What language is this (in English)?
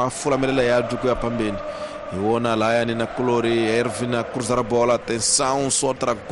Tsonga